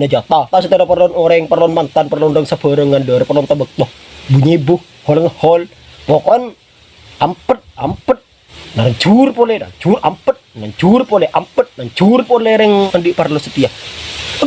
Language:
Madurese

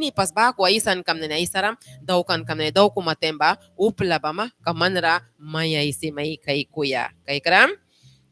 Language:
Mískito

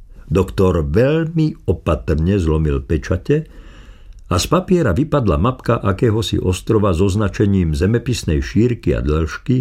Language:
Slovak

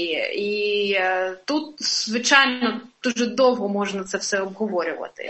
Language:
Ukrainian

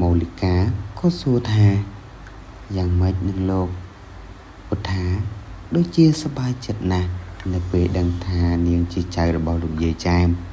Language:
Khmer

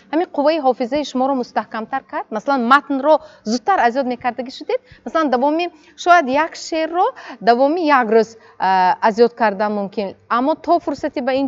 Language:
Tajik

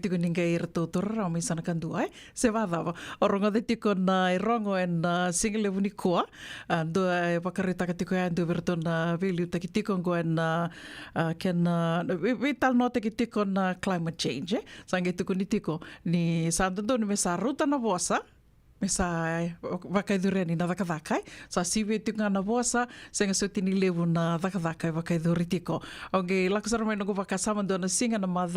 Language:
Fijian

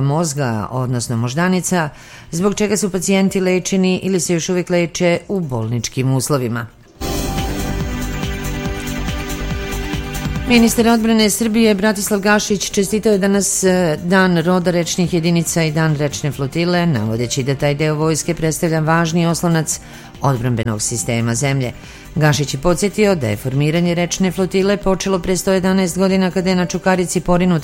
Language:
Serbian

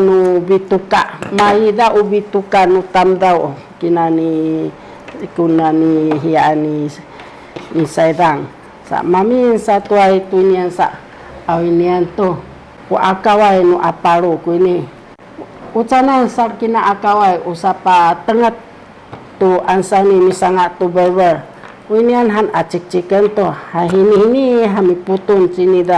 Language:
Sakizaya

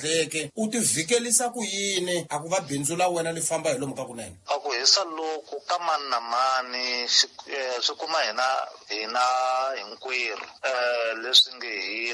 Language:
Tsonga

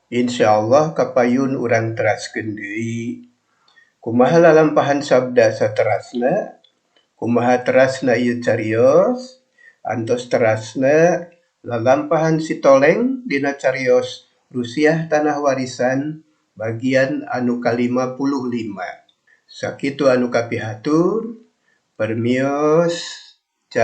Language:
Sundanese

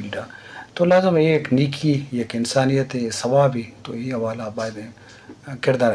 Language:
Eastern Balochi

